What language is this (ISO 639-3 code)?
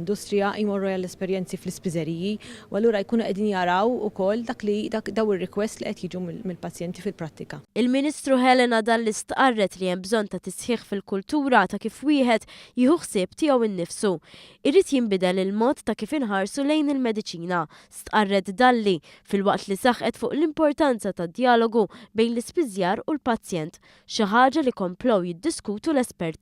mlt